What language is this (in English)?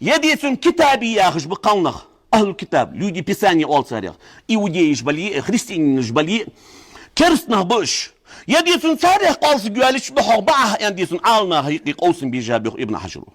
Ingush